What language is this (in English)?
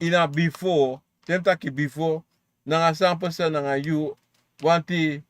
Sranan Tongo